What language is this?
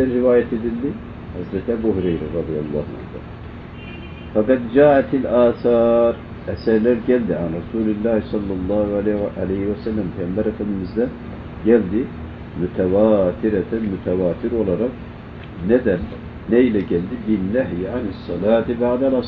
Turkish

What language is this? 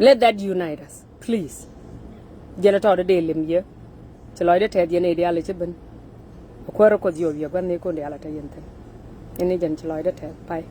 Nuer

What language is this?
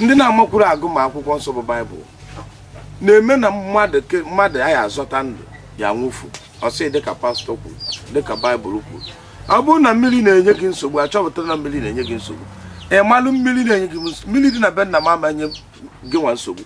Igbo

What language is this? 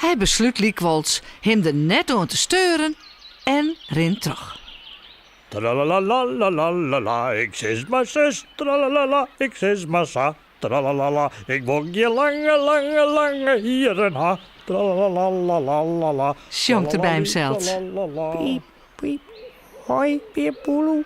Western Frisian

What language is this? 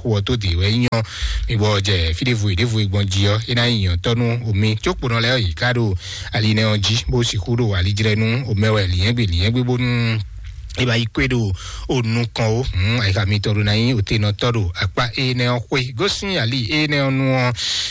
Fon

